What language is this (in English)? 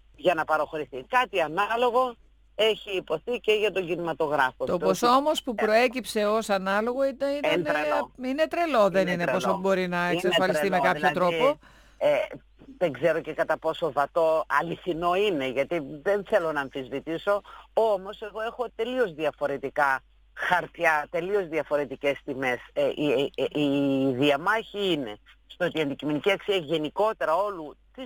Greek